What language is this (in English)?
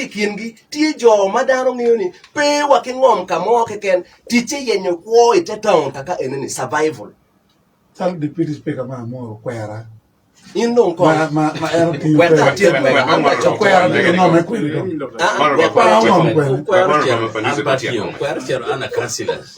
Acoli